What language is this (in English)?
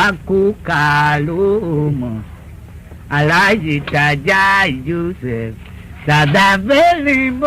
Tiv